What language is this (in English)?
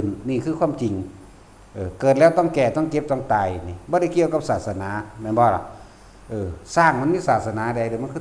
Lao